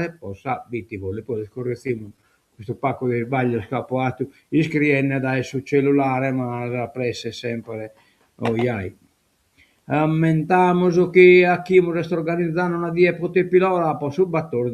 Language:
Sardinian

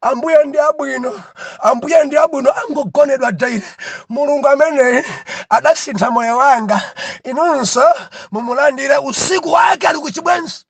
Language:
Nyanja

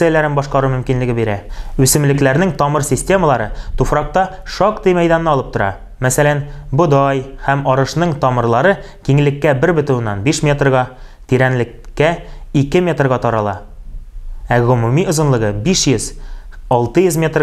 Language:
Tatar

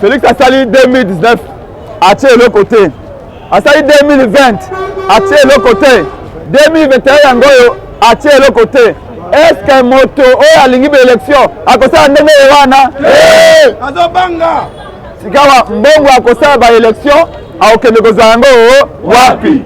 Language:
Lingala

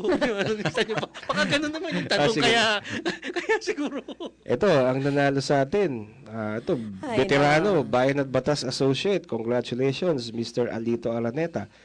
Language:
Filipino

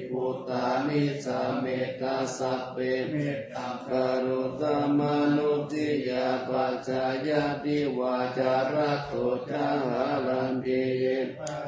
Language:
Pali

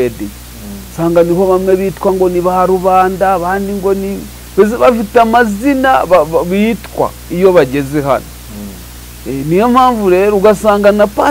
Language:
Kinyarwanda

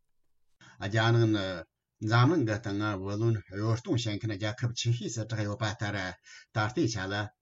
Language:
Tibetan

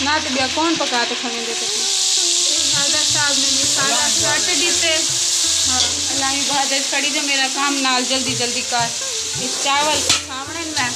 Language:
Saraiki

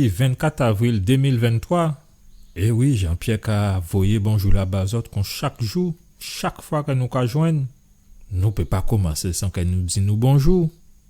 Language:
Guadeloupean Creole French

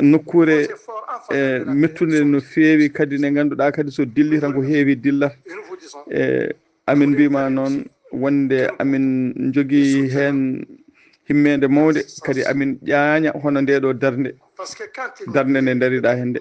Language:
Fula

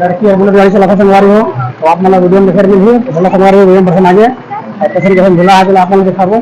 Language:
Chhattisgarhi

